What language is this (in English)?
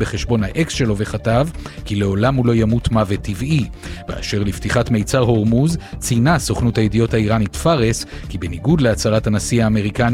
Hebrew